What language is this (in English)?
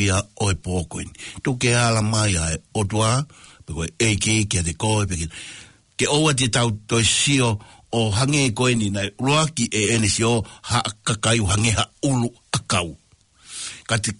Tongan